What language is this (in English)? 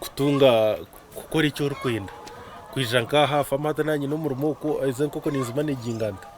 Nyankole